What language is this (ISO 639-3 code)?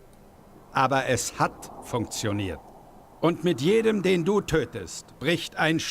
bar